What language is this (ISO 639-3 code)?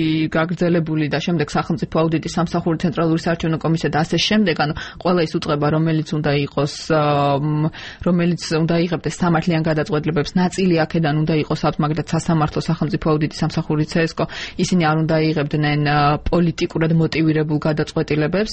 kat